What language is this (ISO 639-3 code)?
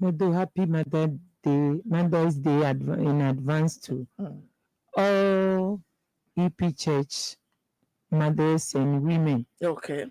ewe